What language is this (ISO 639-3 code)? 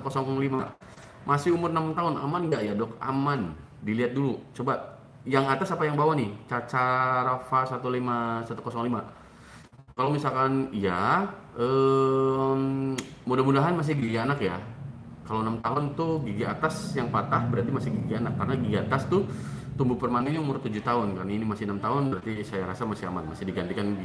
ind